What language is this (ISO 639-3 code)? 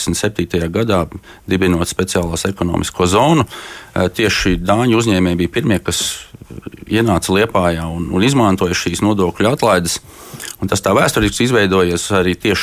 lav